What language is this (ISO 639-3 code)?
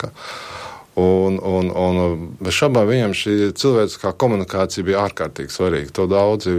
lav